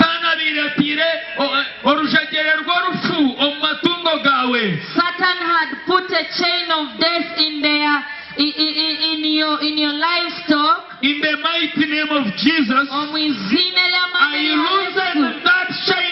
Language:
Nyankole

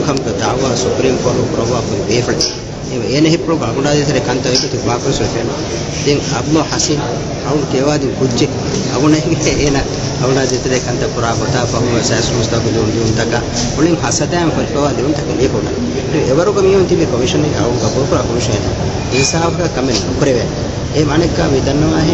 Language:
Divehi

